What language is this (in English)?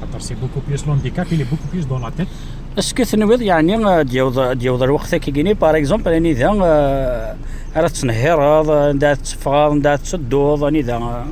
Kabyle